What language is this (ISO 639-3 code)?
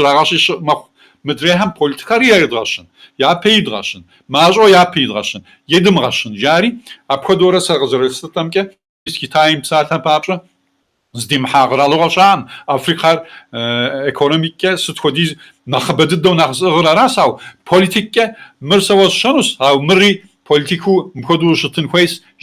kbd